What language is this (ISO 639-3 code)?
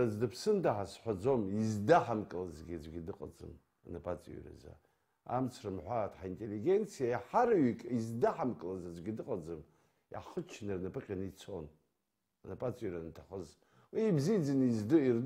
abk